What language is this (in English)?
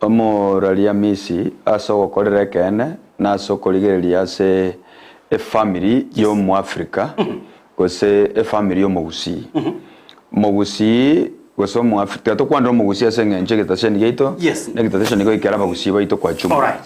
Gusii